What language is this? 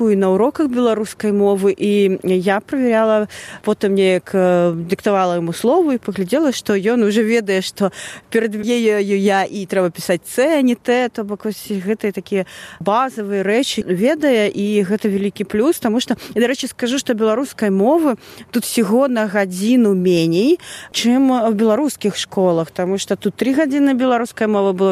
Belarusian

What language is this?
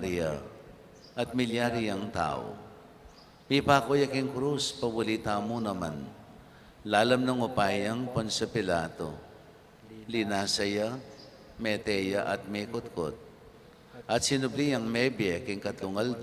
Pampanga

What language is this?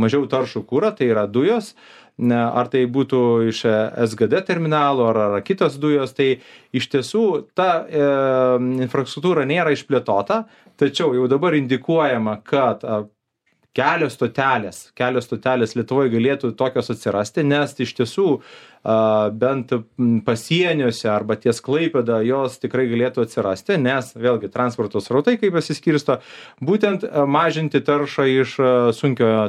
Lithuanian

